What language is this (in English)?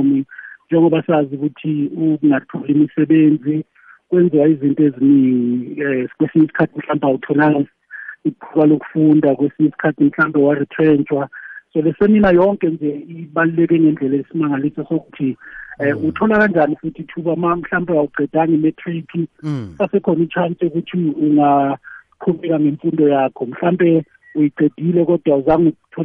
South Ndebele